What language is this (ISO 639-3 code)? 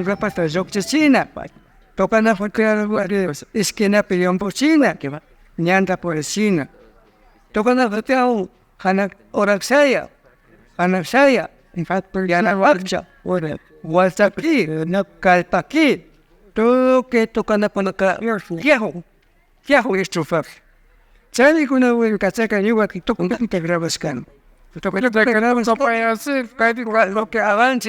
qvi